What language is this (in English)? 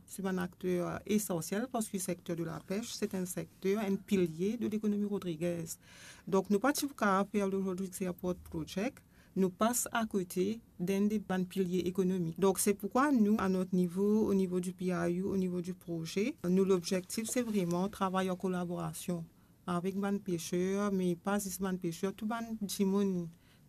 Morisyen